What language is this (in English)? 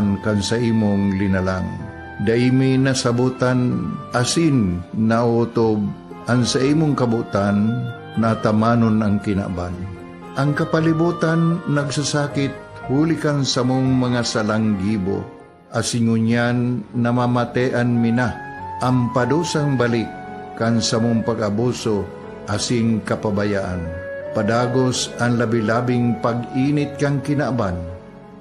Bikol